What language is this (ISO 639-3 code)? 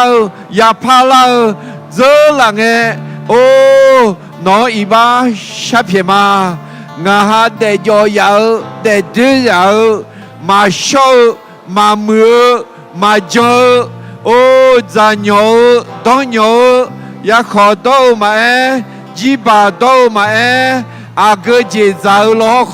ahk